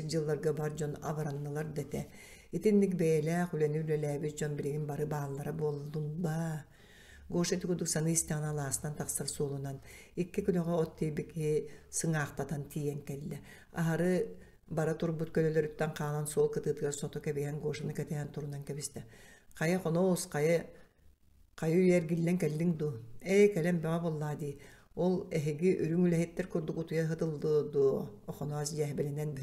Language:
Yakut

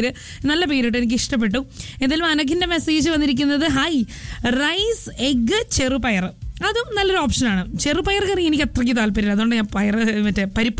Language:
Malayalam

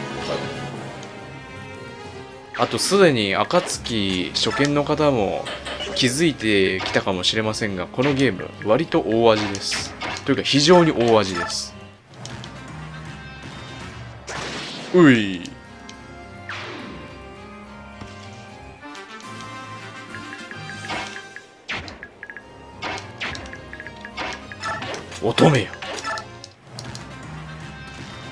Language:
Japanese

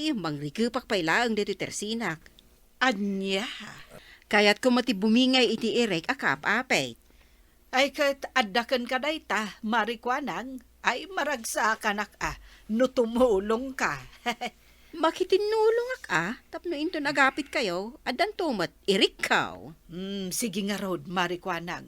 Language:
Iloko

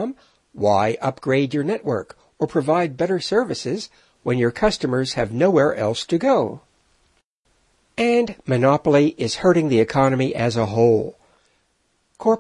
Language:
English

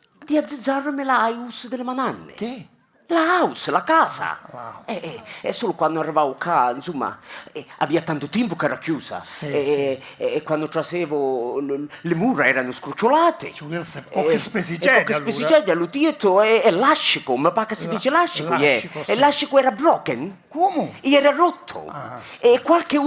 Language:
Sicilian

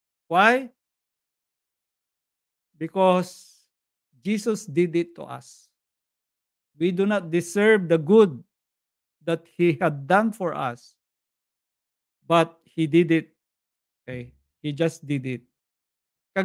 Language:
Filipino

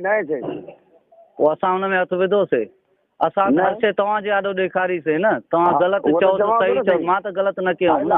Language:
Sindhi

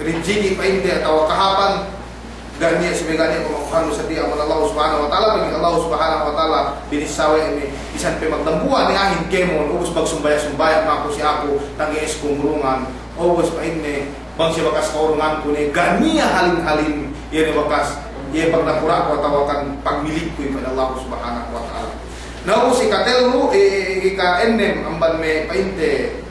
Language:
Yakan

